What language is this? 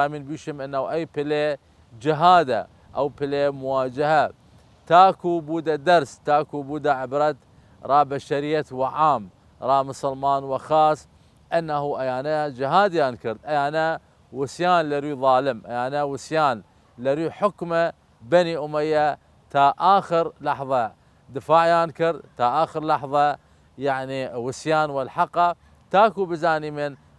Southern Kurdish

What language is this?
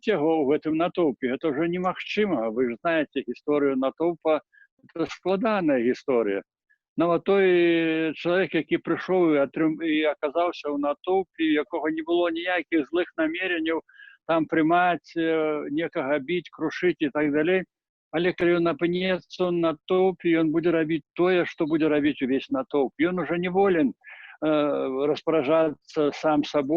Belarusian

